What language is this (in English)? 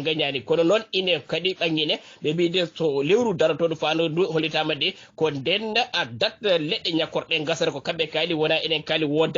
Fula